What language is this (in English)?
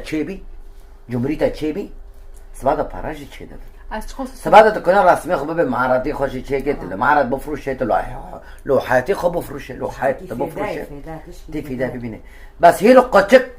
Kurdish